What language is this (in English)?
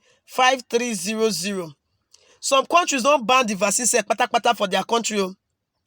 Nigerian Pidgin